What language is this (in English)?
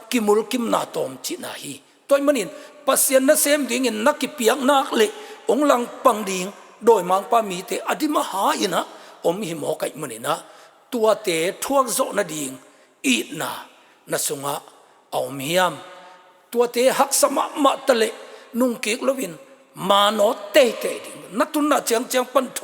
Tedim Chin